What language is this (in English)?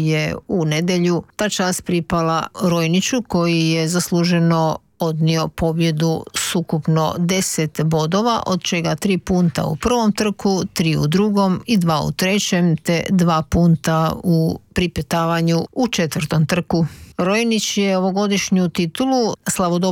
Croatian